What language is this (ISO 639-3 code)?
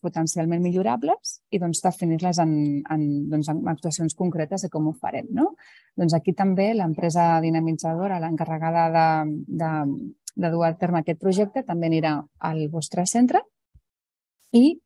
cat